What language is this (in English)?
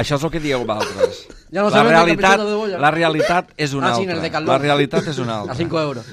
Catalan